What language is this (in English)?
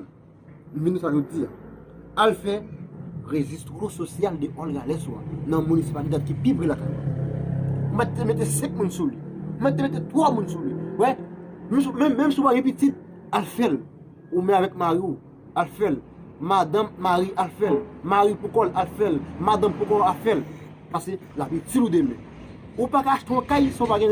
Haitian Creole